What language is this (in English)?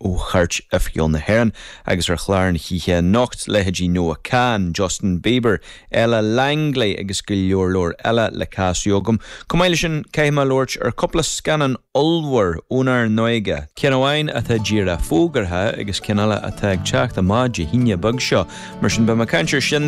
Irish